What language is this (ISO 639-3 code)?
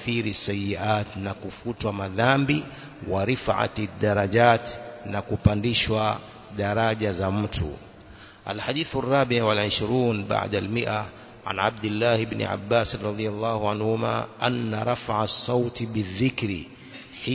swa